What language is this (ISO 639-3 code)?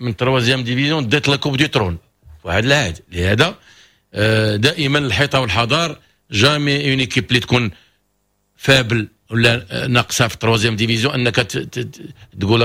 ary